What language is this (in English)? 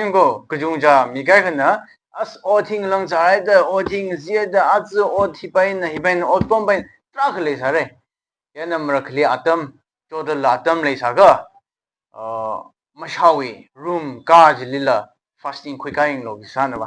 Tangkhul Naga (India)